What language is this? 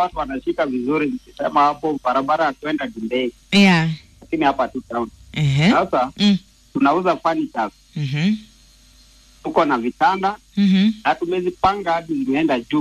Swahili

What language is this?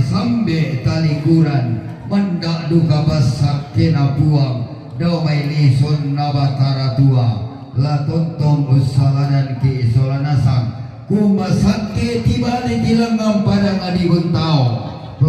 Toraja-Sa'dan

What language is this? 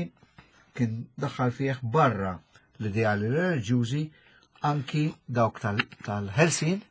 Maltese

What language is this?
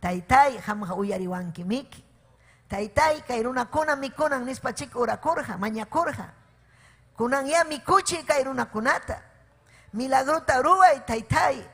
Ayacucho Quechua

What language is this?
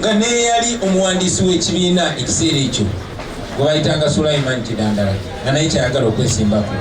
Ganda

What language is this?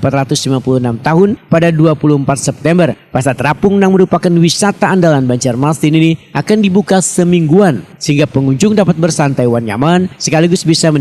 Banjar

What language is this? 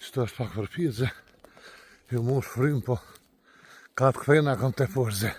Albanian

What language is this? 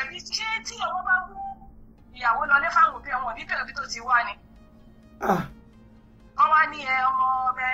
Yoruba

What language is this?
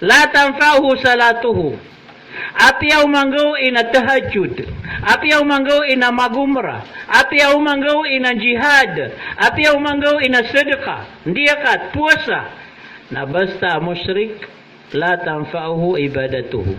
Maranao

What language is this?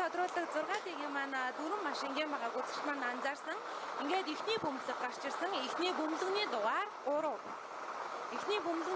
Mongolian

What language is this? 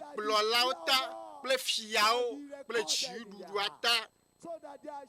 Ewe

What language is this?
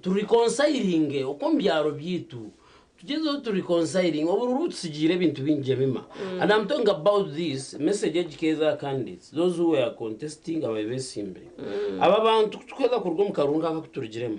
Nyankole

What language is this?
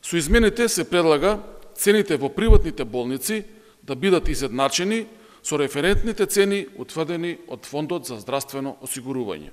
Macedonian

